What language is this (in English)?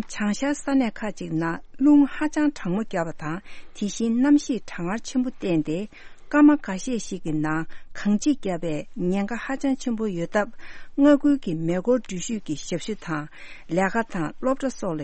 Tibetan